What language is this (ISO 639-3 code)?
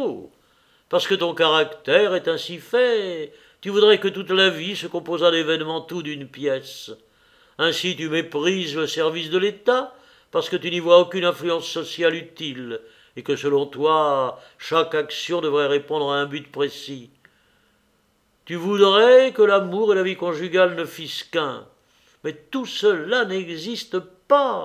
fra